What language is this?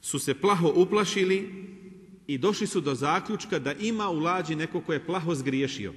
Bosnian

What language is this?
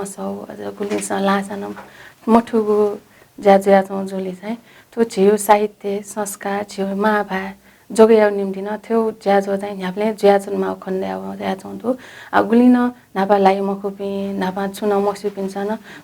Newari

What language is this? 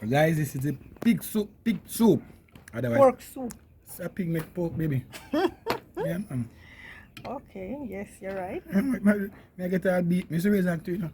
Jamaican Creole English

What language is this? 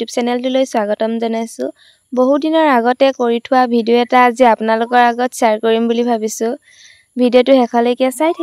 Assamese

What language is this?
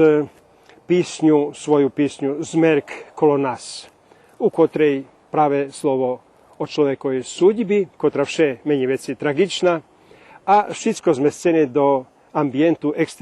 Rusyn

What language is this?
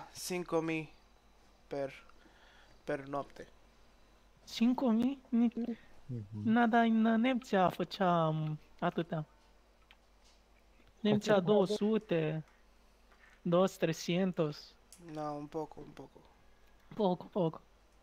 Romanian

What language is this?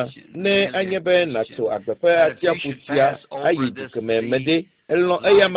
Ewe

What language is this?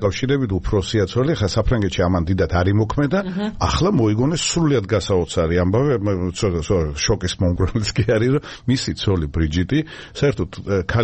Georgian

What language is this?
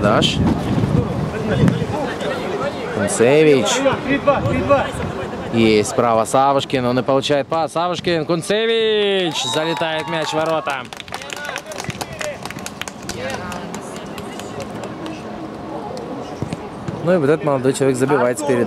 Russian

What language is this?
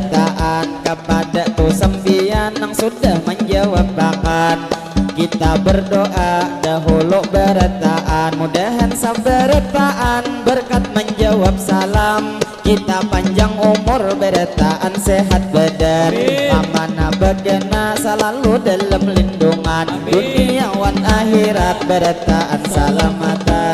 Banjar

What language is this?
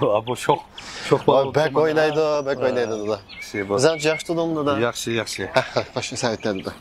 Uyghur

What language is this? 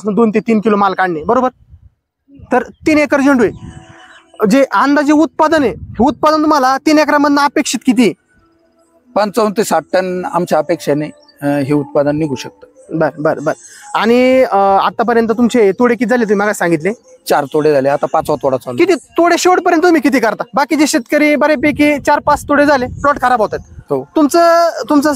Marathi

